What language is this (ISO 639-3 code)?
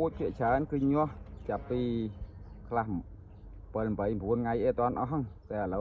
khm